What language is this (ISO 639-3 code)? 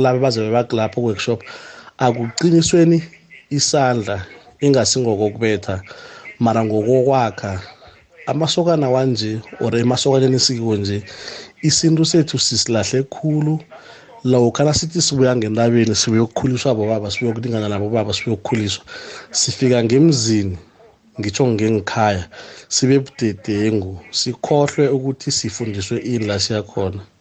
nbl